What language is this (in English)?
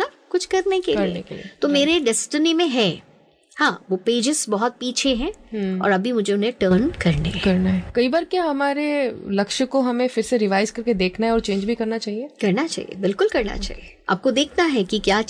Hindi